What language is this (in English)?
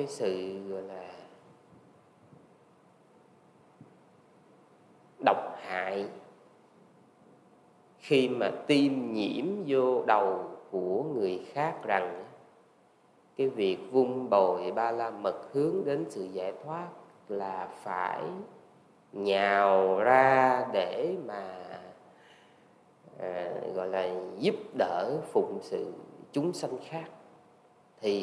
Vietnamese